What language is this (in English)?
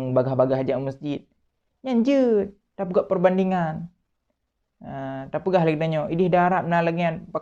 Achinese